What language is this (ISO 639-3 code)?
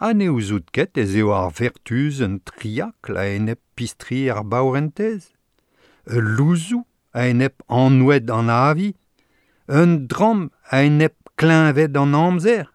bre